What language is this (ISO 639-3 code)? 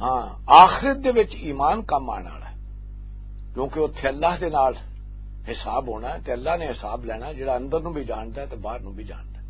lah